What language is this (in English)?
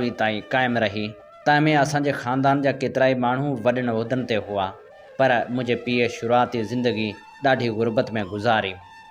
Sindhi